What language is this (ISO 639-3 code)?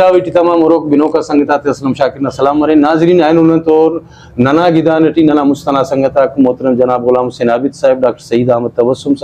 brh